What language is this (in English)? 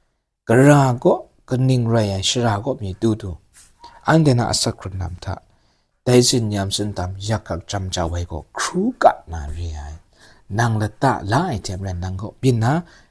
Kachin